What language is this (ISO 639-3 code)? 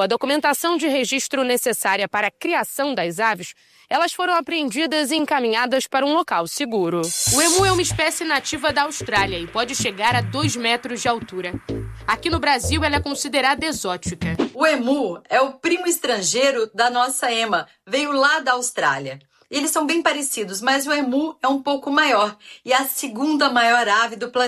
por